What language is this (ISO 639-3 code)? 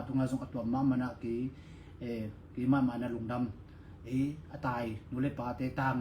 ctd